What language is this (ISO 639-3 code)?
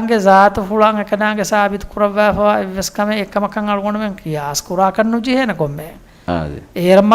div